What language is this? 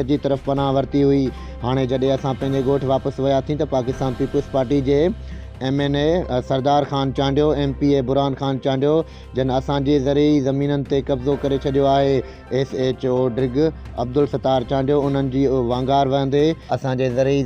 Sindhi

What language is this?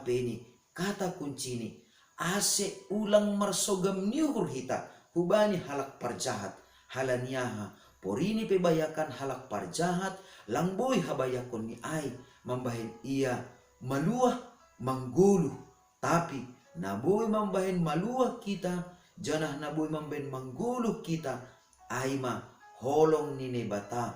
Batak Simalungun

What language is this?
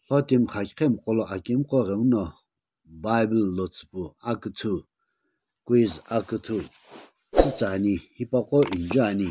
Sumi Naga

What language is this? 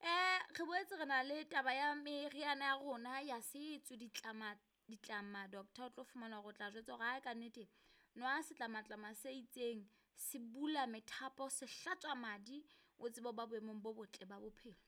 Southern Sotho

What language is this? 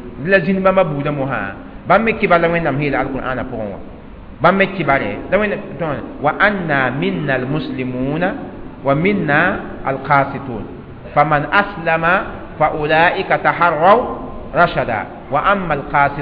Mossi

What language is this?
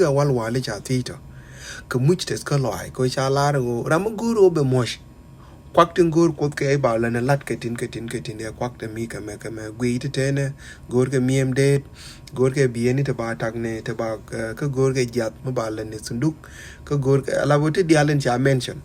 Nuer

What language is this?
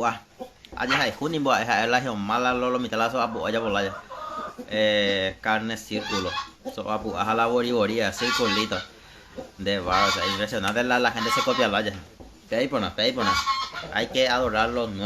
Guarani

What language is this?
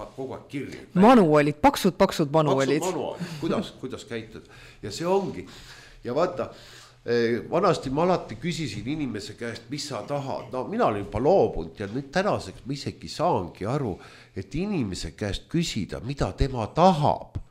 Estonian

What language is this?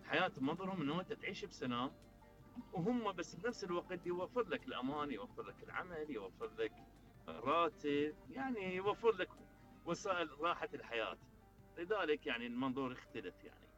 Mesopotamian Arabic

